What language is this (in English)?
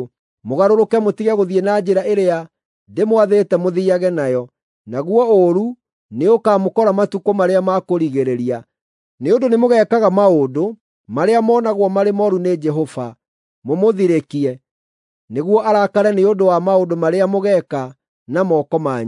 Kikuyu